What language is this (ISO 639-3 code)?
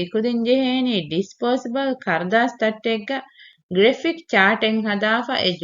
div